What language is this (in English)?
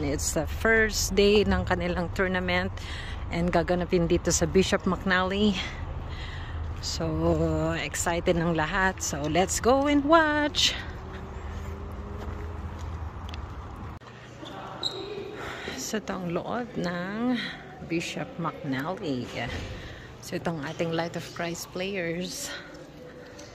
Filipino